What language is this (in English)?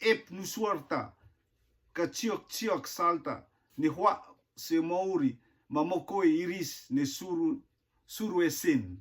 Rotuman